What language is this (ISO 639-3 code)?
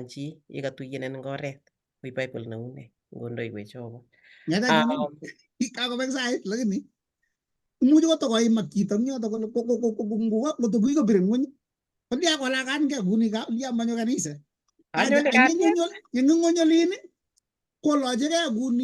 kln